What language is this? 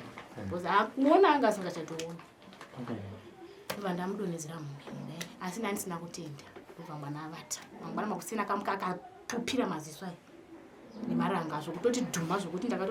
Shona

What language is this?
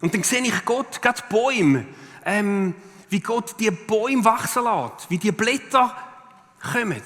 Swiss German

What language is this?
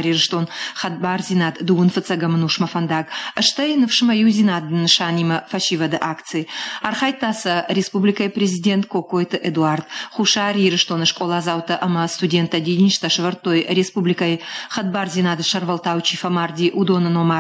Ossetic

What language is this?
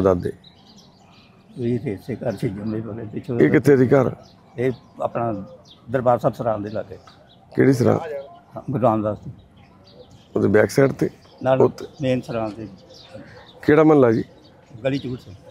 Punjabi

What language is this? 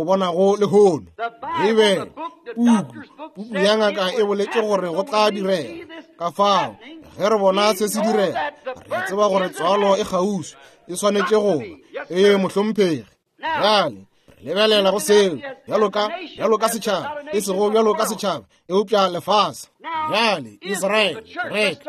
Northern Sotho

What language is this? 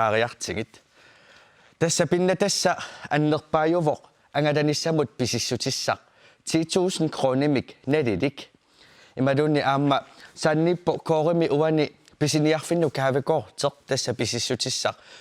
Kalaallisut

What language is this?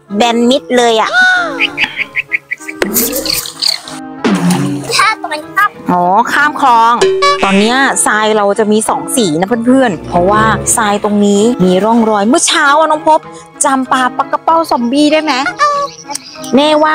Thai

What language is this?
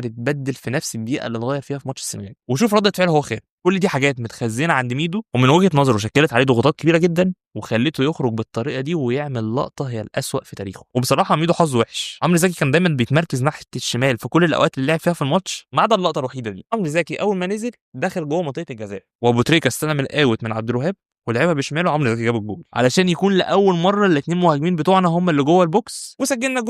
Egyptian Arabic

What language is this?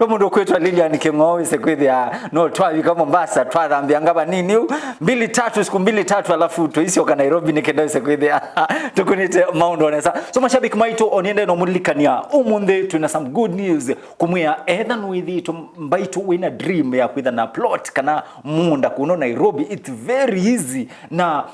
Kamba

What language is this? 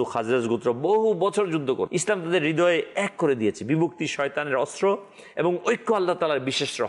Bangla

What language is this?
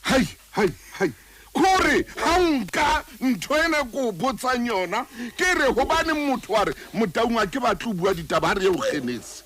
Southern Sotho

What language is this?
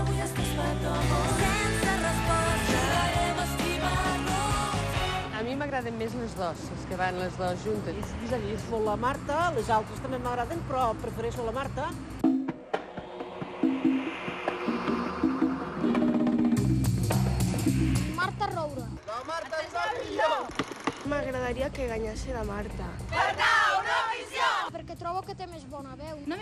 Catalan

